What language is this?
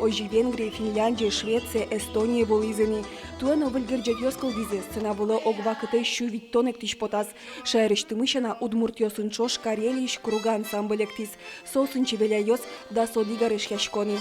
Udmurt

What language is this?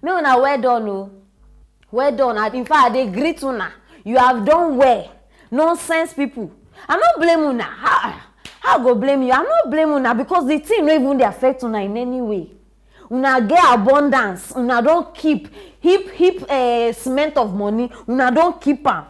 Nigerian Pidgin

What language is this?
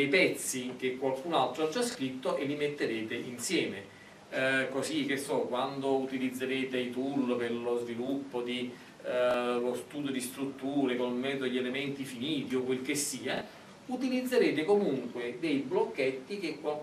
Italian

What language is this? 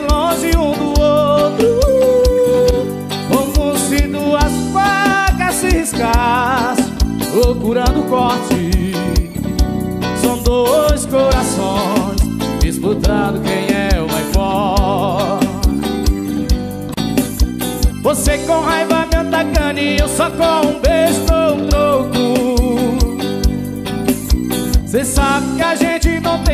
Portuguese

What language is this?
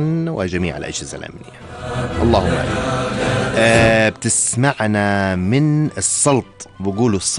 North Levantine Arabic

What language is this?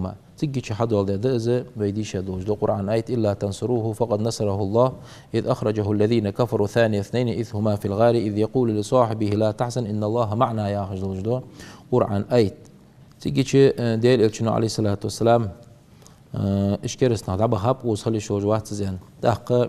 Ingush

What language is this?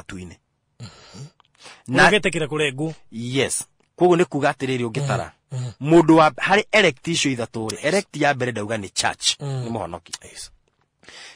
Kikuyu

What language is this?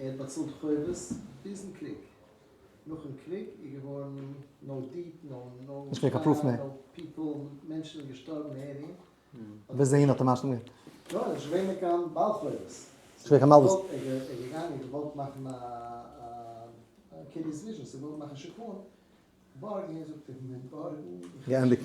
Yiddish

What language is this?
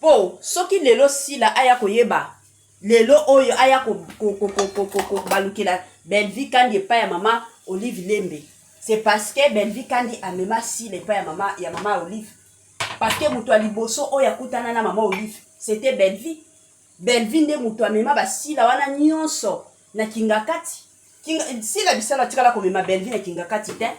Lingala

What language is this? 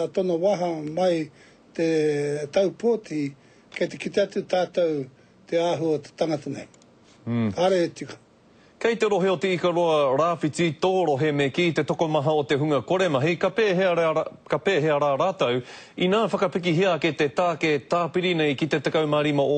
Māori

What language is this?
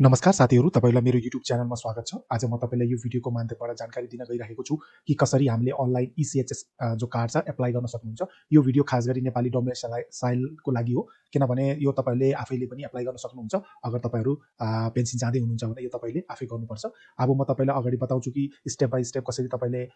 Nepali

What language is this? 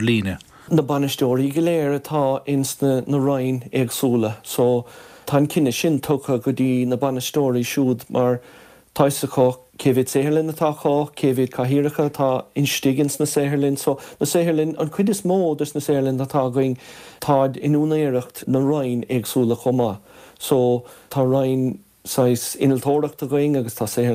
Irish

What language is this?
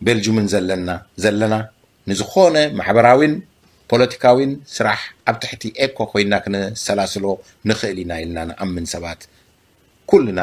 Tigrinya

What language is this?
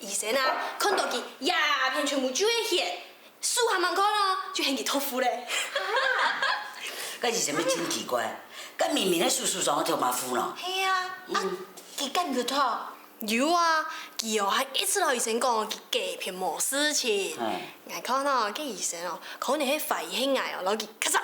Hakka Chinese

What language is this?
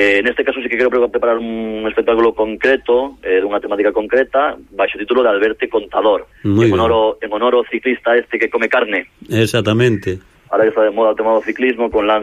Galician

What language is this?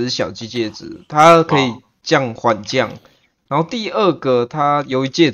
Chinese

